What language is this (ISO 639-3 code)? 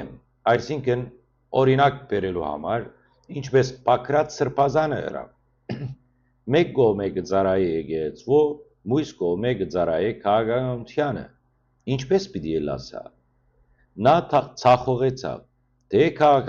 hyw